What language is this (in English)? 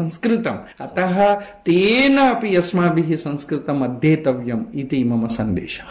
Sanskrit